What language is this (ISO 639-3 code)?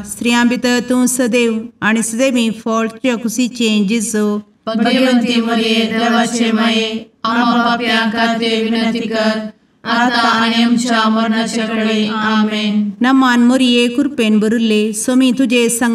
kok